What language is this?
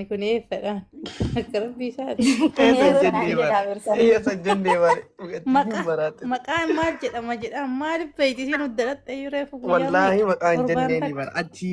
Oromo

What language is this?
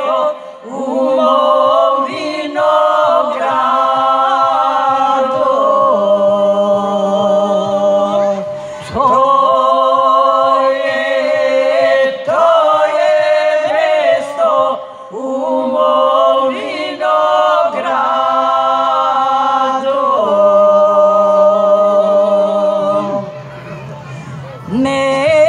Serbian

